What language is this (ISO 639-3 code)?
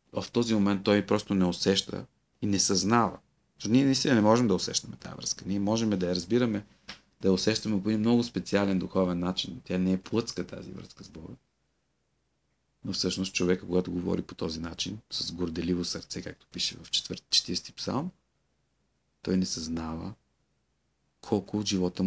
bul